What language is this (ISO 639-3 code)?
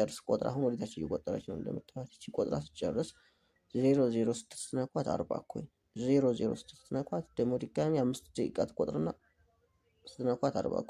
amh